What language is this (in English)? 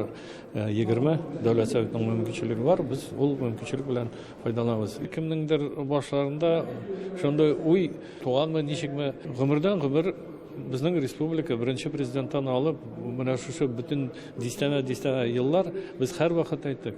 Tatar